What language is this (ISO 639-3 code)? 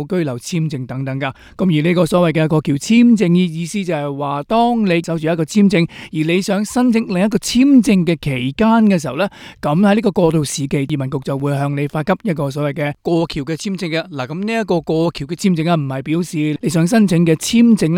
yue